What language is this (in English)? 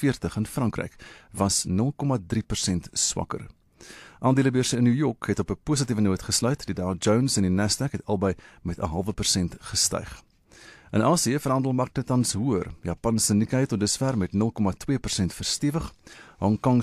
Afrikaans